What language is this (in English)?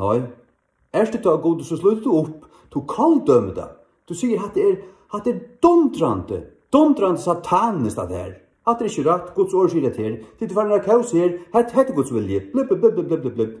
Faroese